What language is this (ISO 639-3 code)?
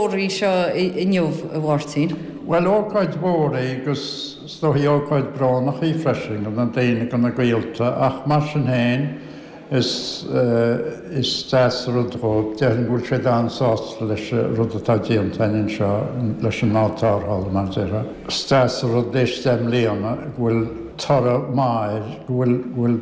gle